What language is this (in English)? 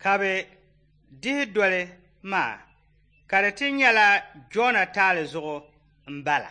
Dagbani